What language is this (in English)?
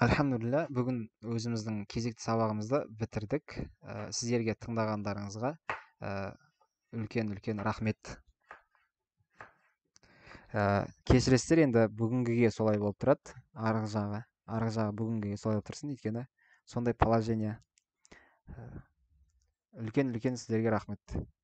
Kazakh